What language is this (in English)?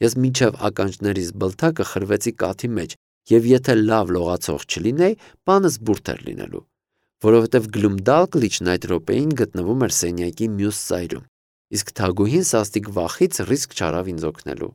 Armenian